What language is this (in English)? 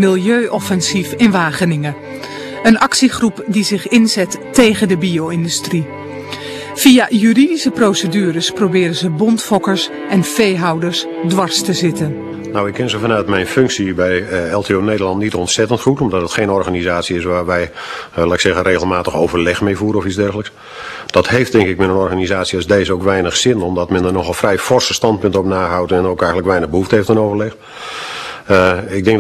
Dutch